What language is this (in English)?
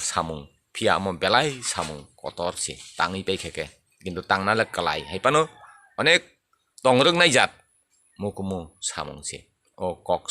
Kok Borok